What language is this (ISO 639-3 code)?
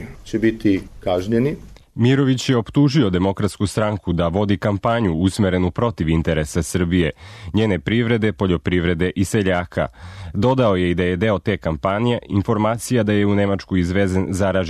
srp